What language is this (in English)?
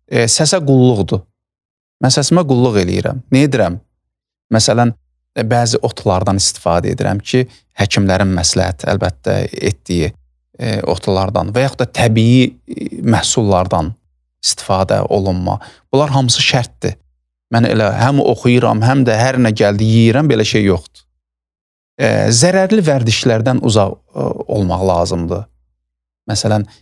Azerbaijani